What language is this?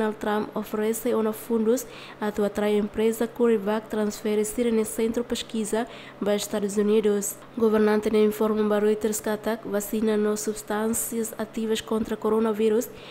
Tetum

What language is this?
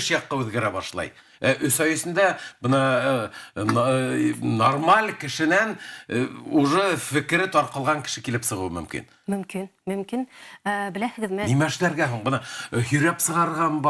Bashkir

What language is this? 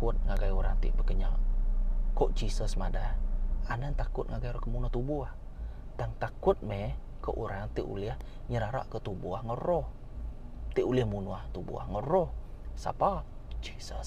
Iban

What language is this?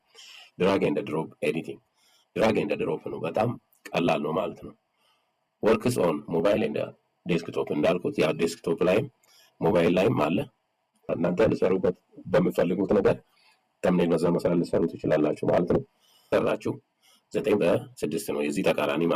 Amharic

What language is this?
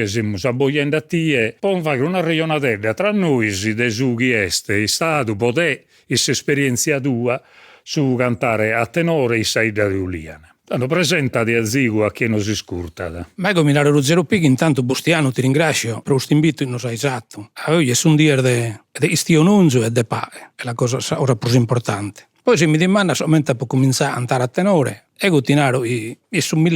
Sardinian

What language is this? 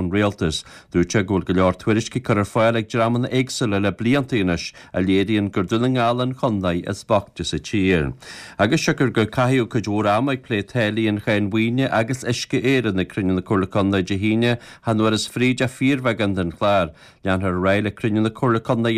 Irish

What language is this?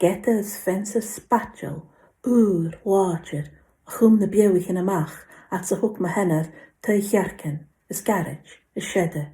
Scottish Gaelic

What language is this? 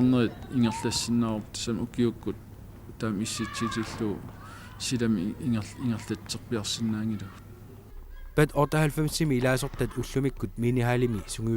Kalaallisut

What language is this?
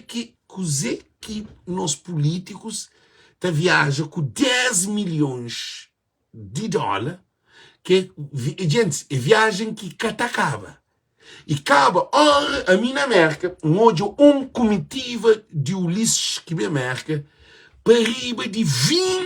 Kabuverdianu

